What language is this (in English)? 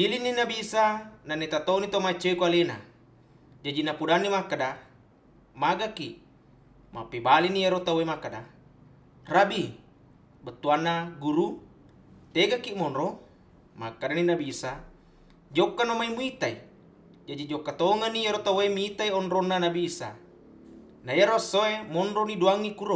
Buginese